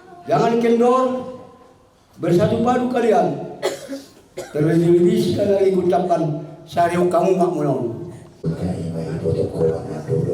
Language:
Batak Toba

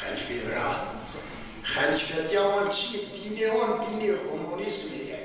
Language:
Kurdish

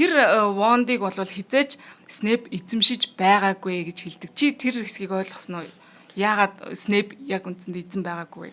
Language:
Mongolian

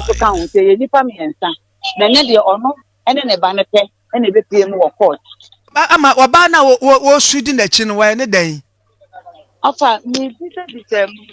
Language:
Akan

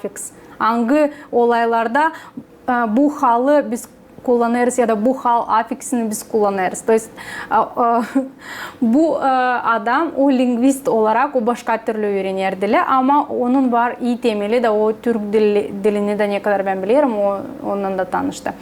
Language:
Gagauz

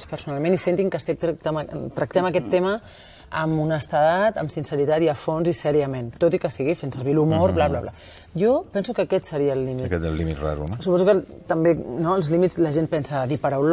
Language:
Catalan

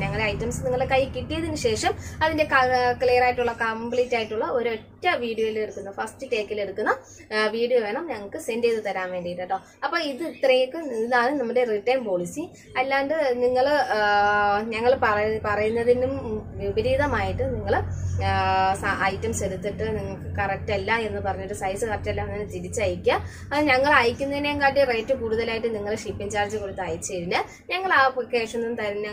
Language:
Malayalam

